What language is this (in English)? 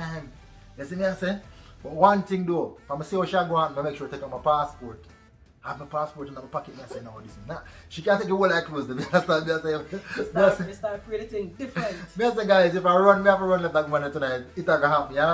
Jamaican Creole English